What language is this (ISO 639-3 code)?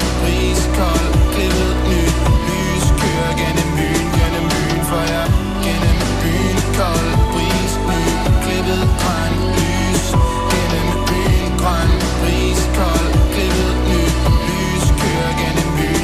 dan